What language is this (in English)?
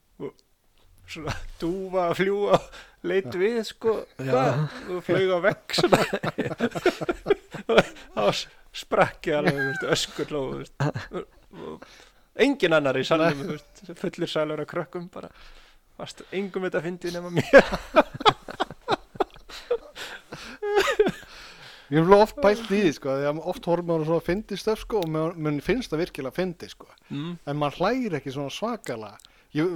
Icelandic